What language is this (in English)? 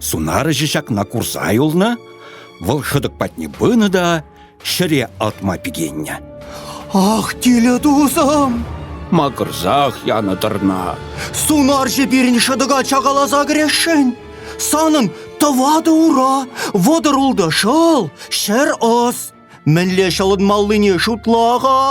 Chuvash